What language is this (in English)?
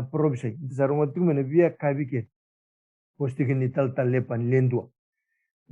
Fijian